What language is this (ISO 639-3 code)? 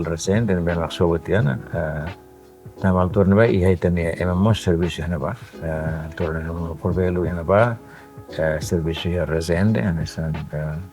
tet